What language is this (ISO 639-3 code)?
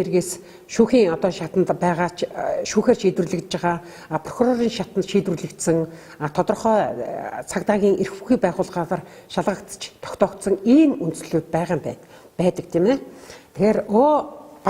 mon